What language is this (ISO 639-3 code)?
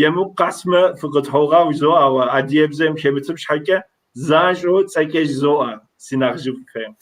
kbd